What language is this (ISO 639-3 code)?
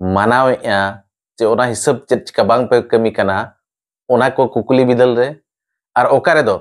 sat